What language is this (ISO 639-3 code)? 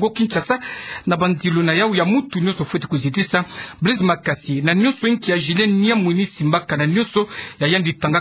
ktu